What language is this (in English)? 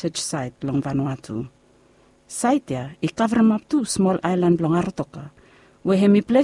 Bislama